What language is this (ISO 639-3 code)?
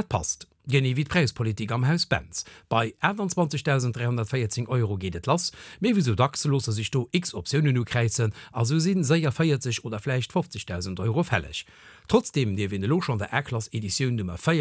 ltz